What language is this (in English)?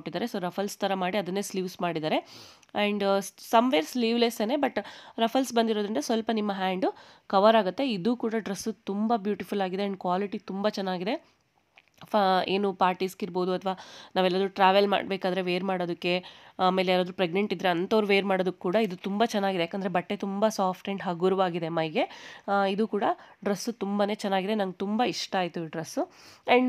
Kannada